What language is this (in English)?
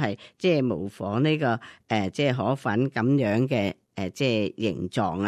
Cantonese